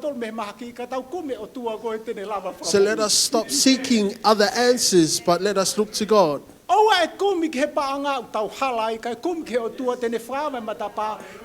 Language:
Tongan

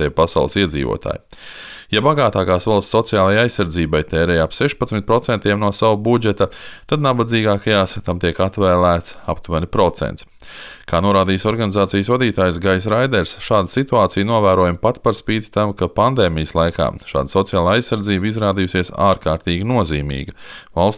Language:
Latvian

